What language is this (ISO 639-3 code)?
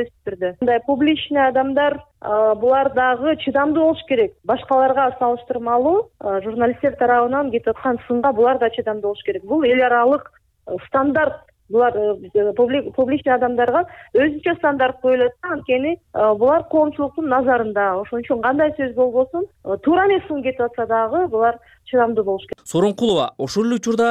kir